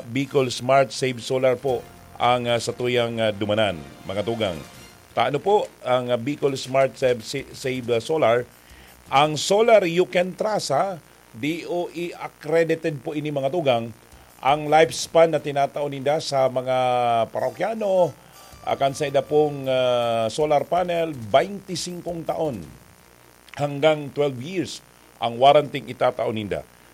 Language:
Bikol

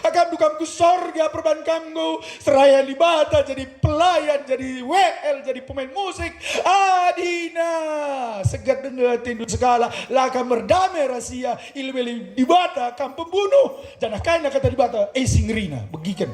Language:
Batak Karo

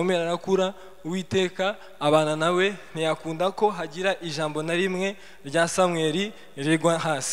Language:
Kinyarwanda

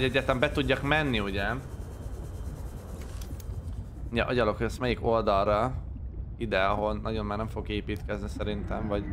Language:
Hungarian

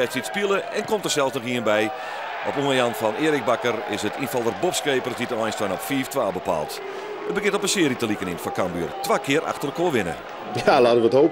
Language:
Western Frisian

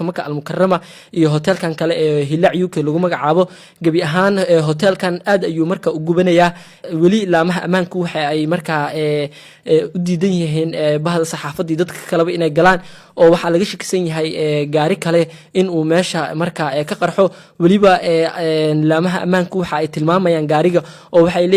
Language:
Somali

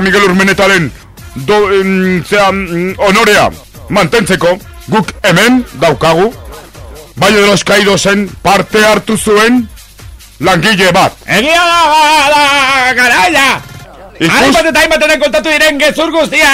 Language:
Basque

